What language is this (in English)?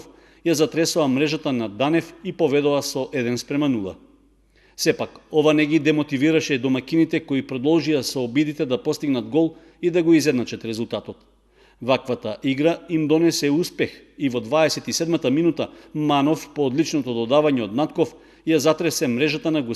Macedonian